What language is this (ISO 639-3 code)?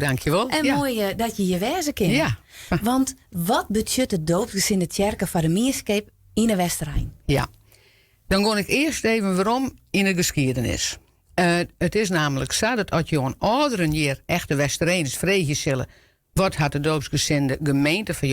fry